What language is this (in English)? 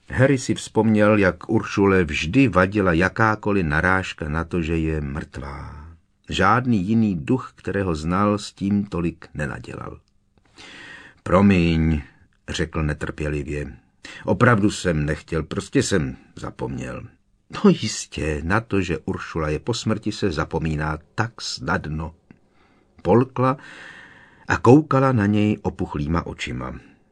Czech